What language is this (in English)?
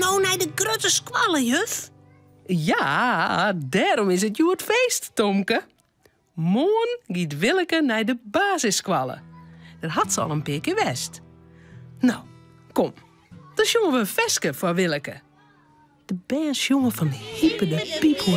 Western Frisian